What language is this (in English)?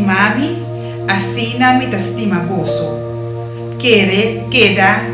Papiamento